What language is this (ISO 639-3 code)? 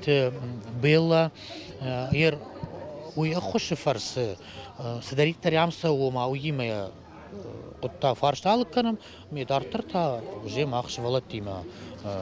oss